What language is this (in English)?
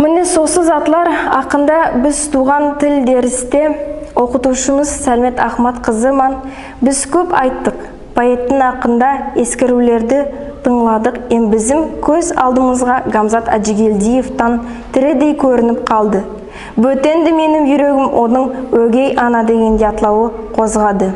Nogai